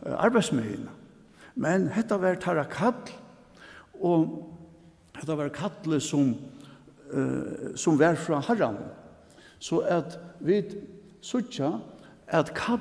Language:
Faroese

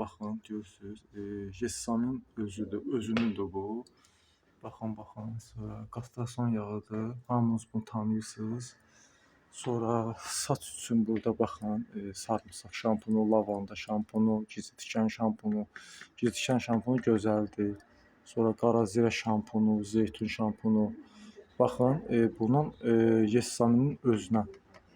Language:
Azerbaijani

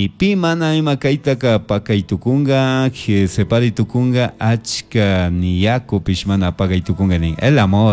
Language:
Chimborazo Highland Quichua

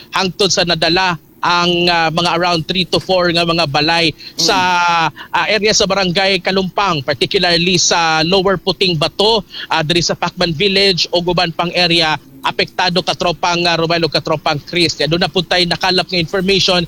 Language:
Cebuano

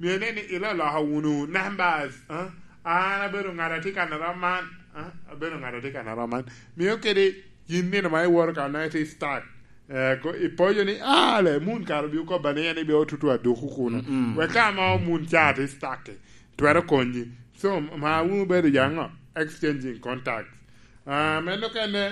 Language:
Lango (Uganda)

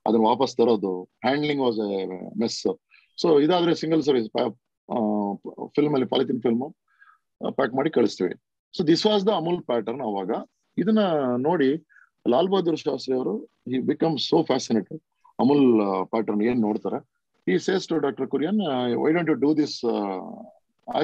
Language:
Kannada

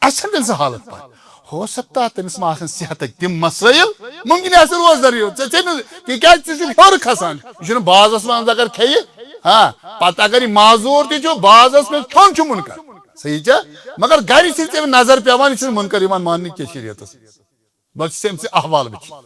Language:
Kashmiri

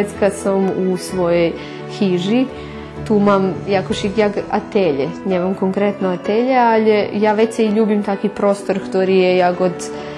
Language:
Rusyn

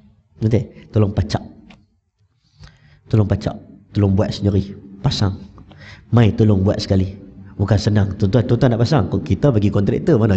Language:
Malay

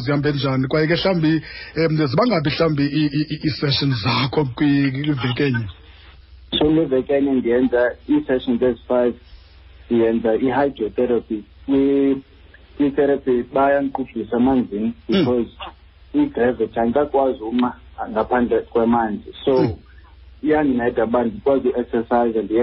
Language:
Xhosa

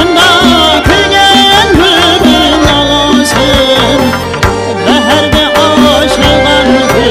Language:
Kara-Kalpak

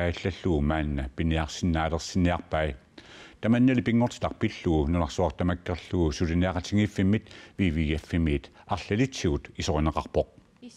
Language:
Kalaallisut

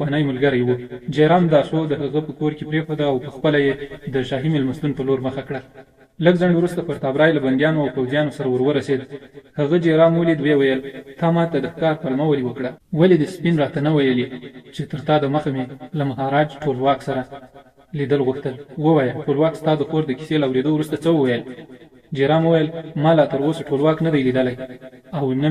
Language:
Pashto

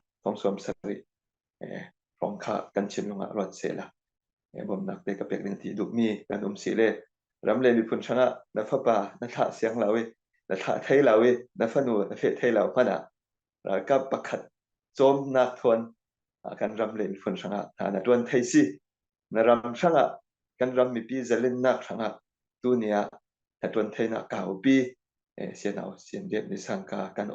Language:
Falam Chin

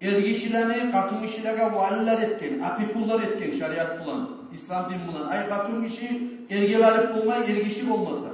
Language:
Kumyk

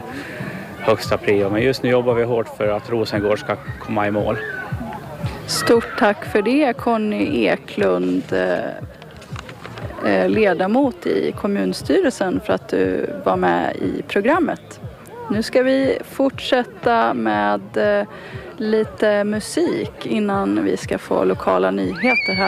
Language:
Swedish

